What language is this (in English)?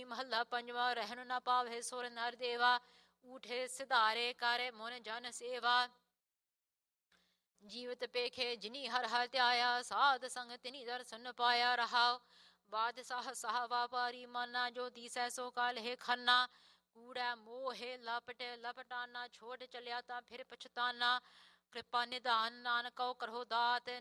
Punjabi